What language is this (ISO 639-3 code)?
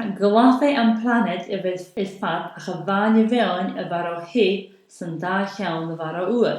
gla